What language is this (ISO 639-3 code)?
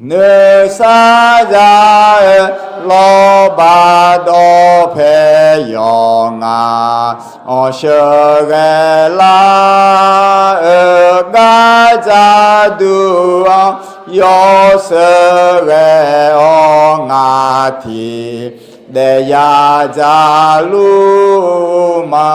ahk